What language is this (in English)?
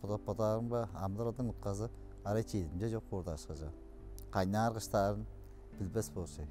Tuvinian